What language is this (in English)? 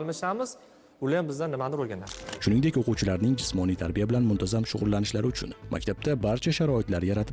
Uzbek